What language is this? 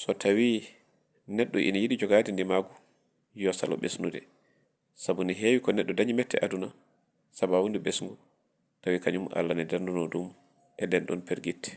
Fula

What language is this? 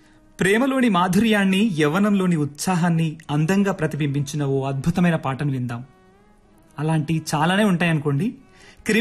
Telugu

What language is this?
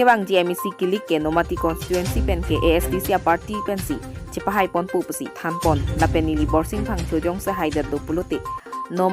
Karbi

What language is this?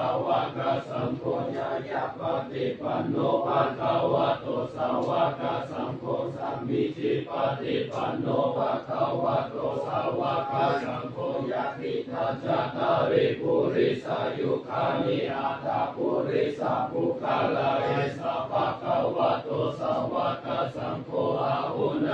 Pali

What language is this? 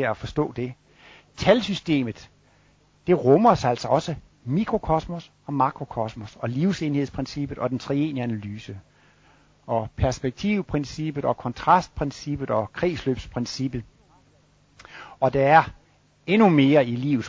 Danish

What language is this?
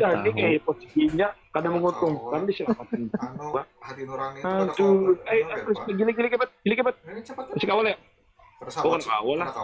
Banjar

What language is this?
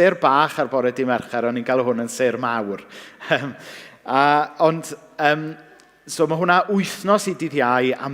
Welsh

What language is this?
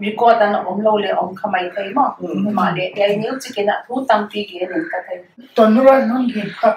Paite Chin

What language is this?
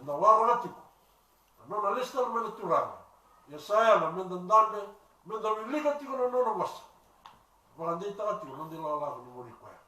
Fijian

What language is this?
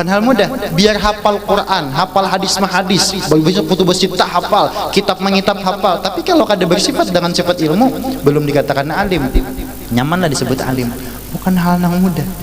Banjar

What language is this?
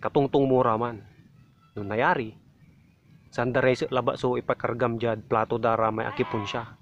Pangasinan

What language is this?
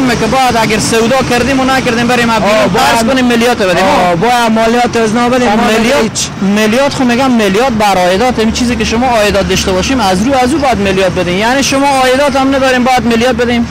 Persian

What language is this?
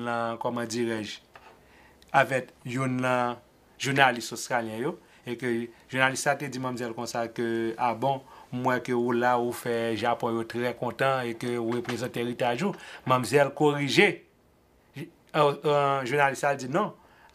Haitian Creole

